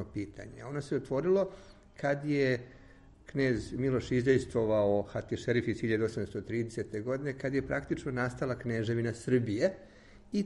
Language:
Serbian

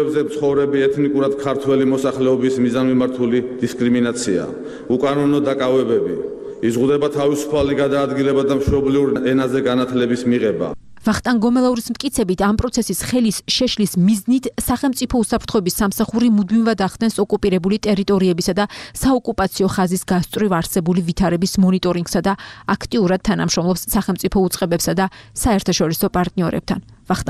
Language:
Georgian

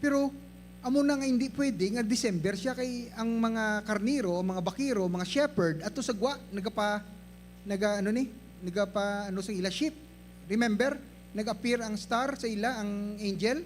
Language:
Hiligaynon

